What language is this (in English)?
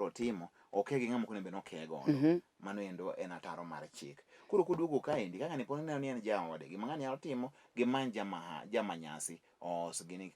Luo (Kenya and Tanzania)